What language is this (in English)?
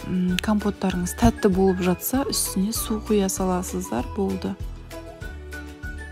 Kazakh